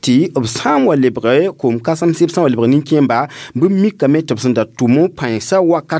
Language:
Mossi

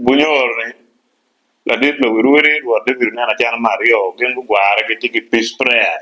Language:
Acoli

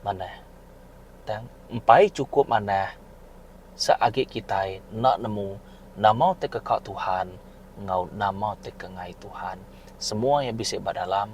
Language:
Iban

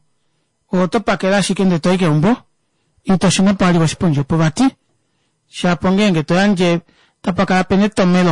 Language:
Kuanyama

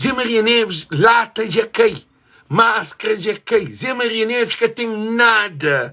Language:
Kabuverdianu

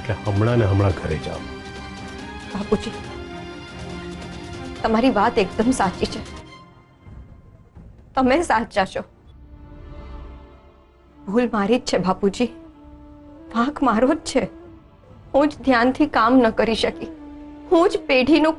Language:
Gujarati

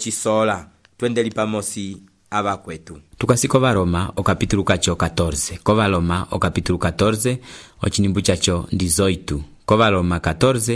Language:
Umbundu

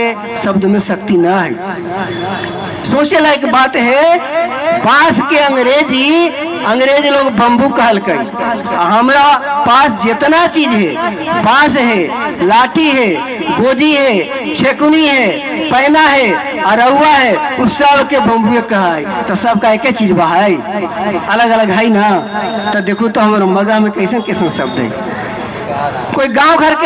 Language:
Magahi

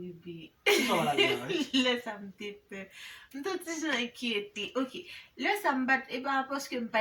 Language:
Haitian Creole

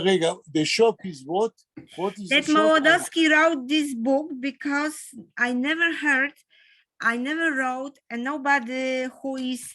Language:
Yiddish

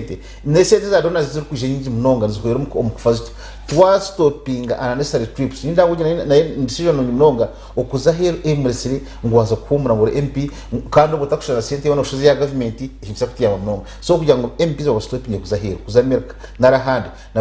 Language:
Nyankole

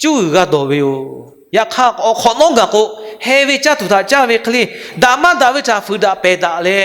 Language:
Lahu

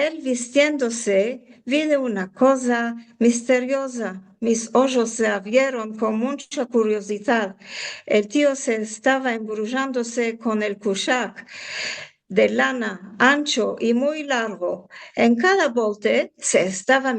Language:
Ladino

